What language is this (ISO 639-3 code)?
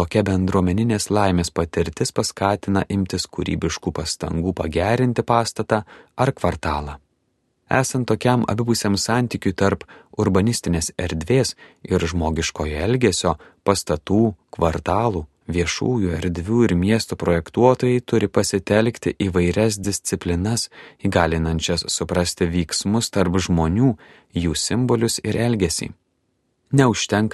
lit